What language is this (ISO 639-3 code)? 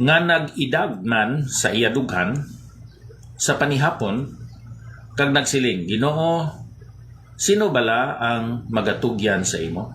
hil